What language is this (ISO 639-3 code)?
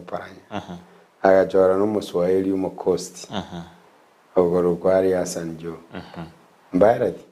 guz